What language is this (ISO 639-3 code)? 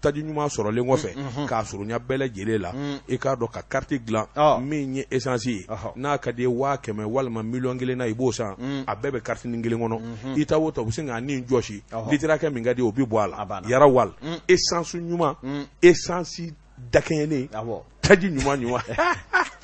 bam